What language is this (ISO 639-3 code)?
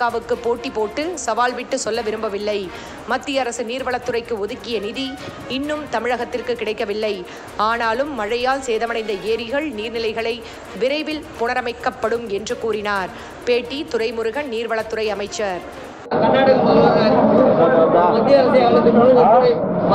tam